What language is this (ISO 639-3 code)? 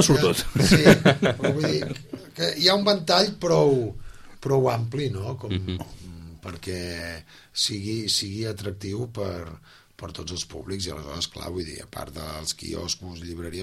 cat